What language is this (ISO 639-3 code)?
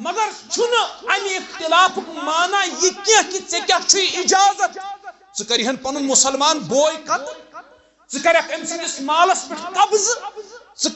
kas